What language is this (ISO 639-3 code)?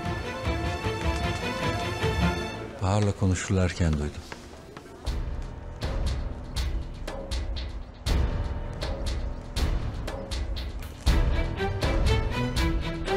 tur